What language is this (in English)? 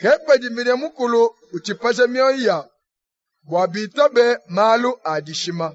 Luba-Lulua